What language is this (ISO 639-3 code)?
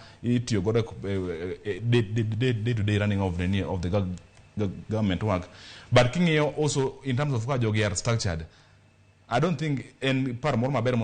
luo